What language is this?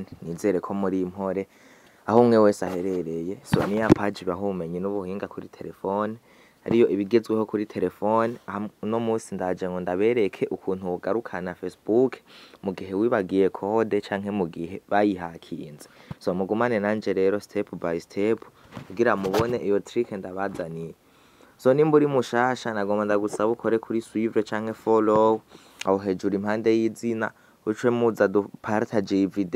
Rundi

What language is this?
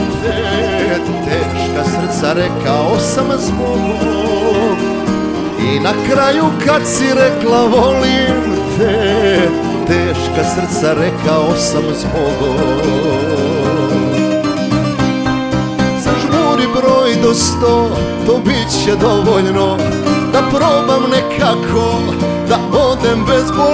Croatian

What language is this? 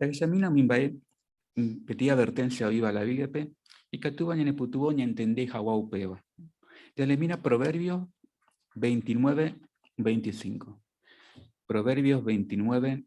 Guarani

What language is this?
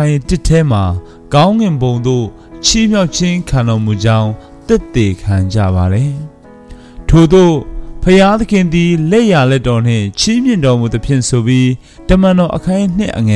Burmese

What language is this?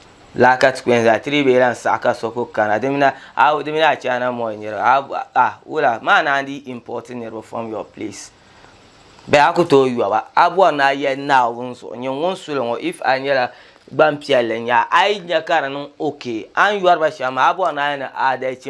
Dagbani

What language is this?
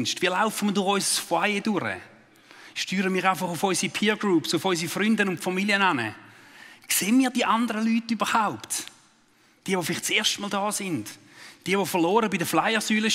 Swiss German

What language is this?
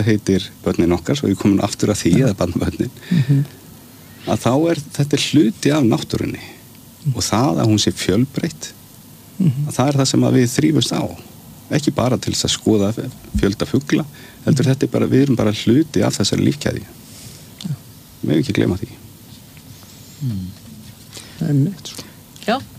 Icelandic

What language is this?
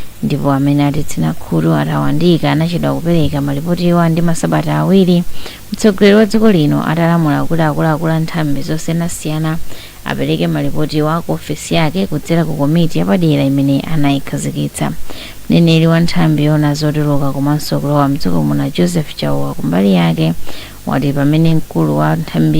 Nyanja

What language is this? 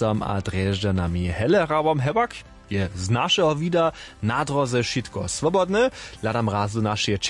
Upper Sorbian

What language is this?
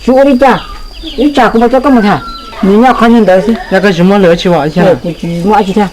Hmong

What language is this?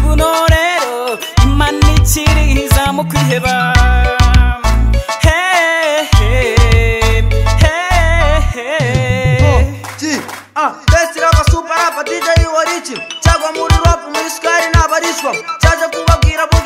Kinyarwanda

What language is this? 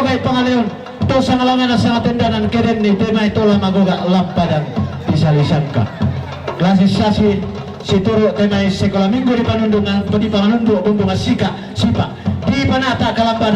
Toraja-Sa'dan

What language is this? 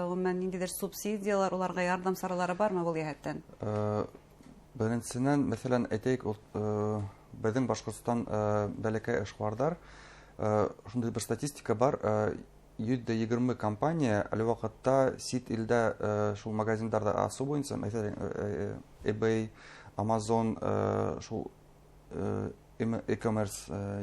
Bashkir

